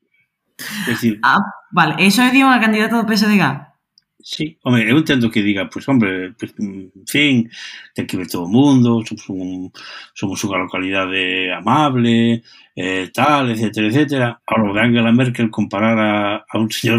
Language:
Galician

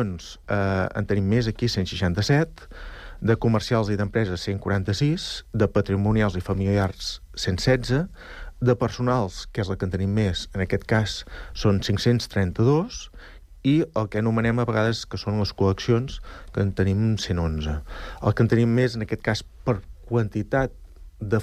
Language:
Catalan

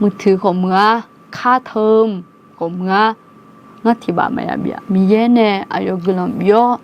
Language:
Akha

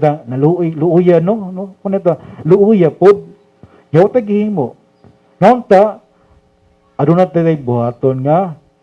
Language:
Cebuano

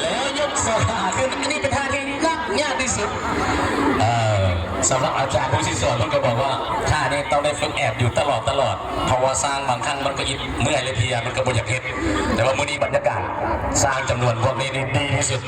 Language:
Lao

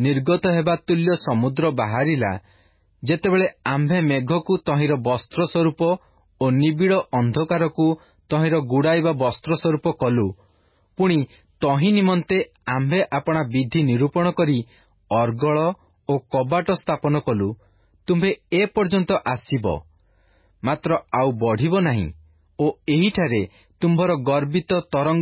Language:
Odia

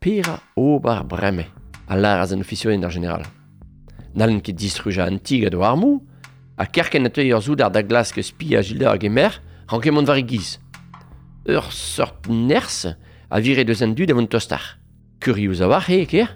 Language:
Breton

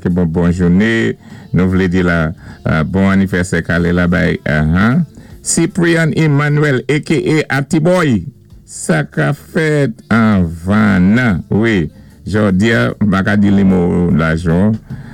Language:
Saint Lucian Creole French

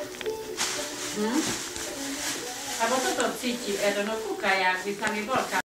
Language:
Slovak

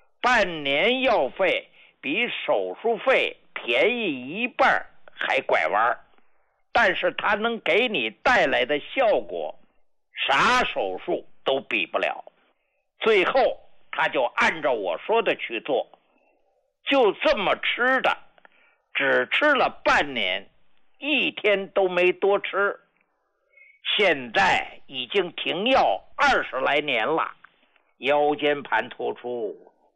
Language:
Chinese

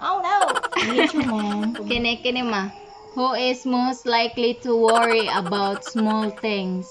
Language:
Cebuano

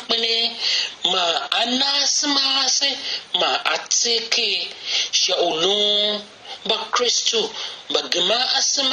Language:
Tiv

